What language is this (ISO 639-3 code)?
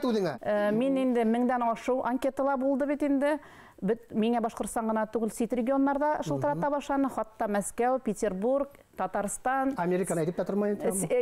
bak